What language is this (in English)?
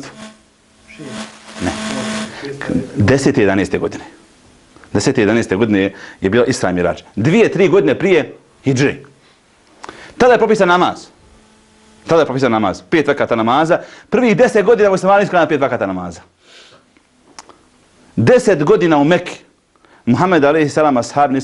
Bosnian